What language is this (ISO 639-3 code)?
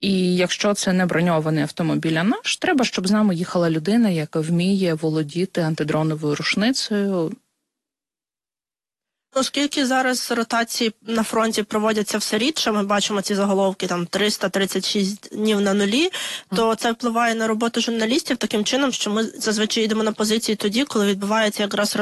ukr